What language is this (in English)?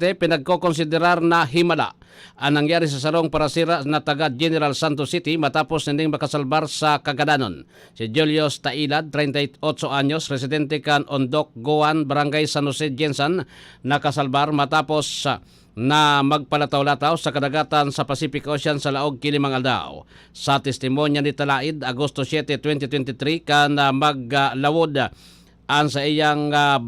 Bikol